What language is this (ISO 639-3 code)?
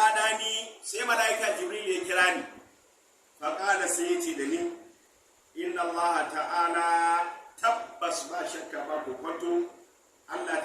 hau